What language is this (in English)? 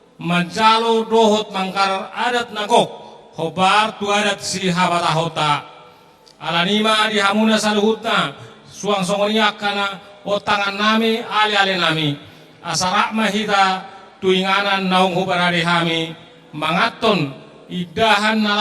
Batak Toba